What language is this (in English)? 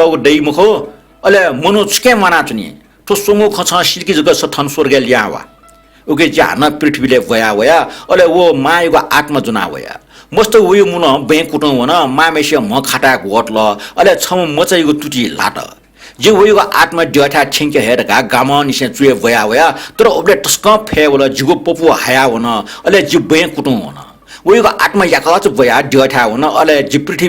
Newari